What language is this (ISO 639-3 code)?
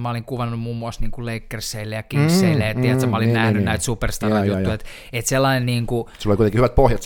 fin